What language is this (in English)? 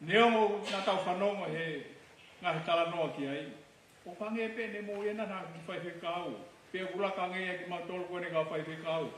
Tongan